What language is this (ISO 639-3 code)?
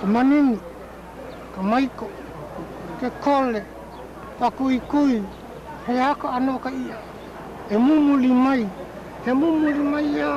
haw